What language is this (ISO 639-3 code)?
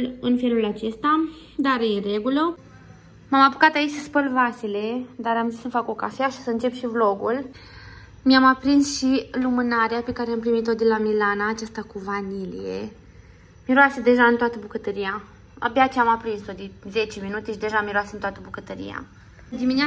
ron